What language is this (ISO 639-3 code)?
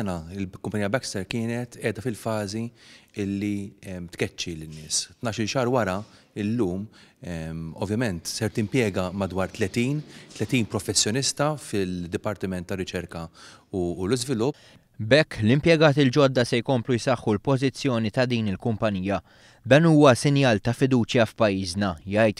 mlt